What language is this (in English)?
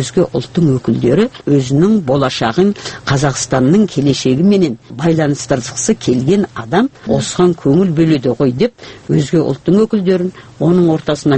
Kazakh